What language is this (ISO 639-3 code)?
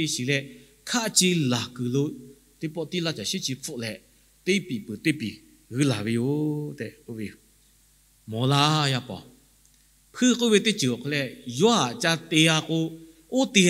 lhu